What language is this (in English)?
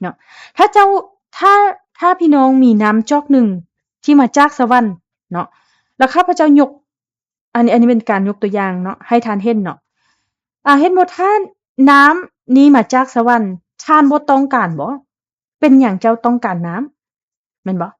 Lao